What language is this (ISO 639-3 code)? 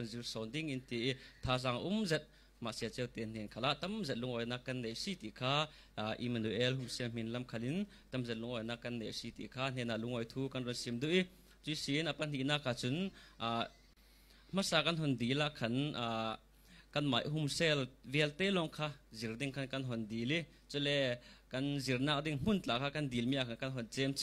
cfm